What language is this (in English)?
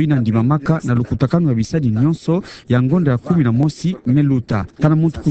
Kituba (Democratic Republic of Congo)